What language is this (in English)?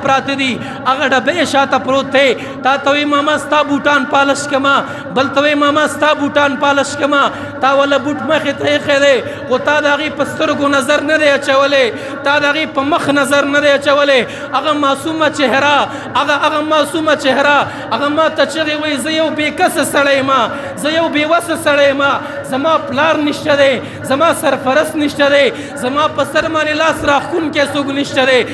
Pashto